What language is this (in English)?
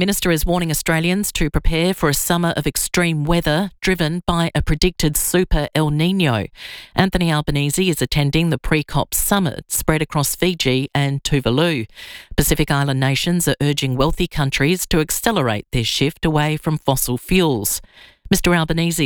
English